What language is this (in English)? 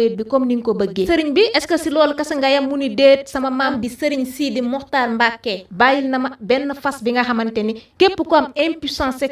Wolof